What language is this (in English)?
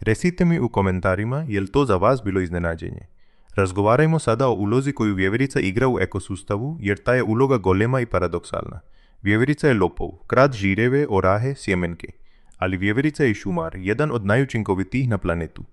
Croatian